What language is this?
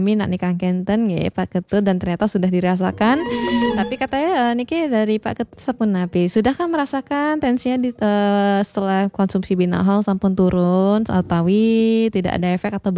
Balinese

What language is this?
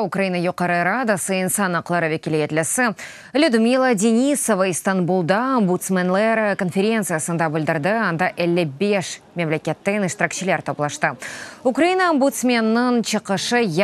Crimean Tatar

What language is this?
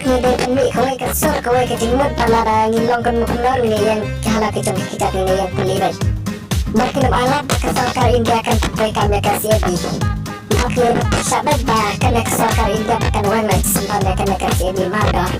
Khasi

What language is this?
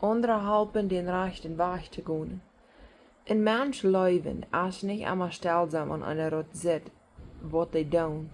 Plautdietsch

